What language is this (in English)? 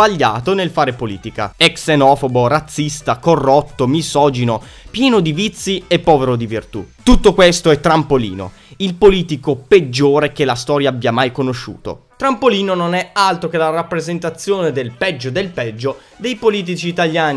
Italian